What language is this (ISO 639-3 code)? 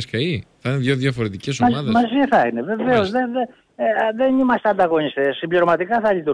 ell